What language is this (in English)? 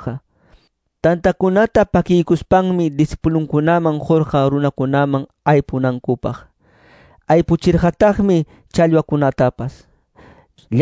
Quechua